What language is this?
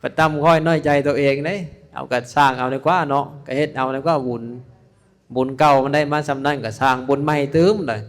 Lao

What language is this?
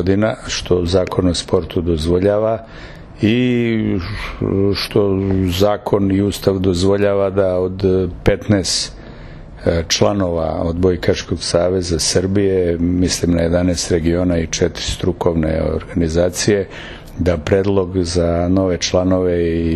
Serbian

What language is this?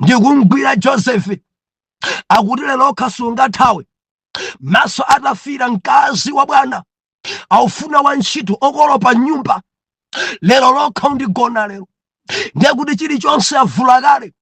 Nyanja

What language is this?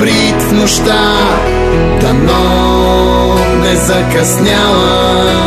Bulgarian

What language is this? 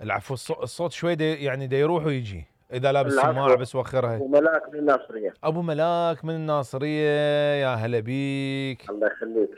Mesopotamian Arabic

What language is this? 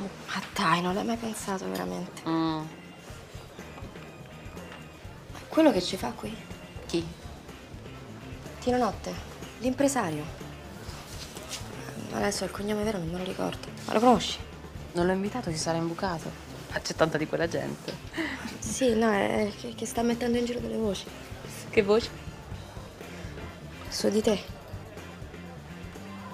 Italian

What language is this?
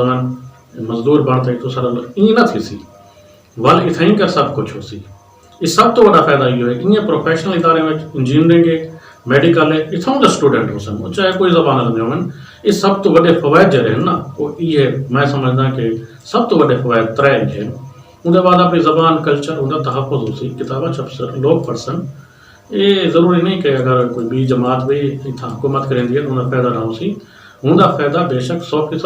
Saraiki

